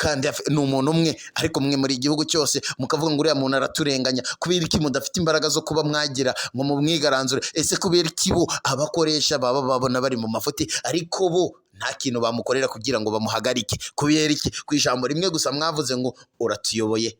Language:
Kinyarwanda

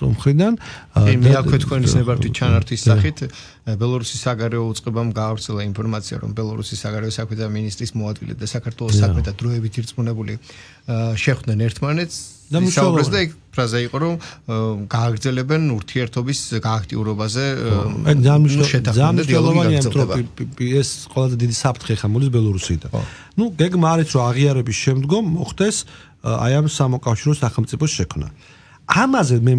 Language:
Georgian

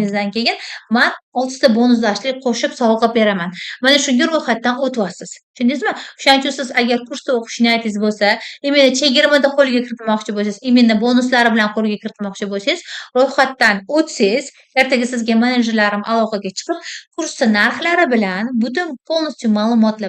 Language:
Uzbek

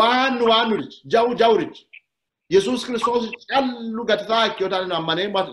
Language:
Sidamo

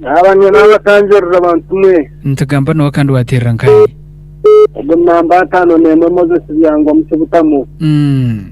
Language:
Nyankole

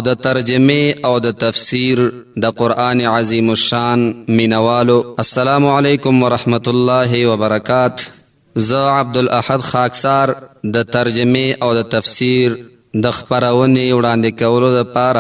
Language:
Pashto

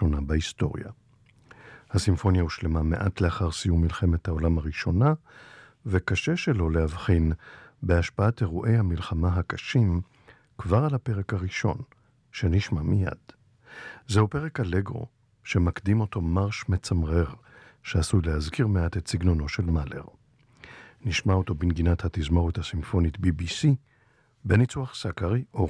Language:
Hebrew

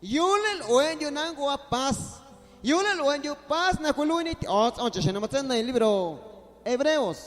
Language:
Guerrero Amuzgo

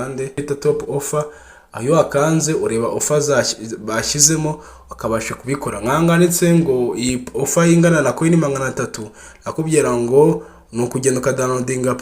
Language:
Kinyarwanda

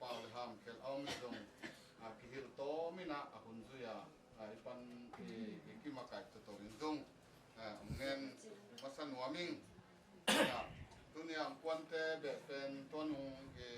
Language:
Tedim Chin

